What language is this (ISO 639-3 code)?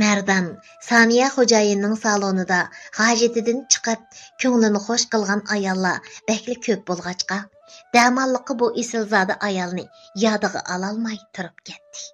uig